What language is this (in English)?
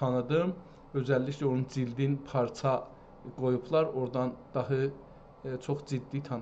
South Azerbaijani